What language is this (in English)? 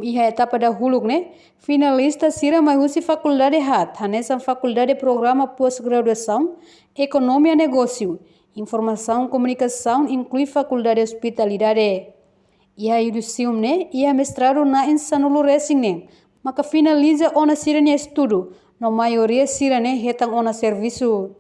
Tetum